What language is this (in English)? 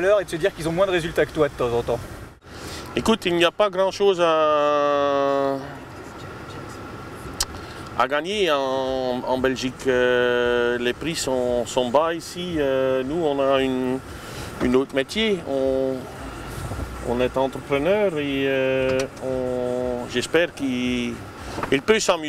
French